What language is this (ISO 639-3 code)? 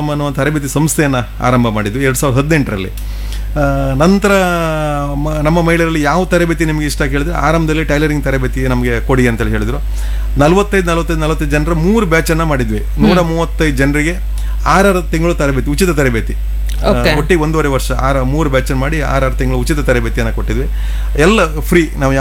kan